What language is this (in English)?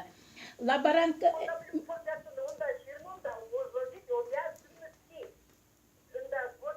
Chuvash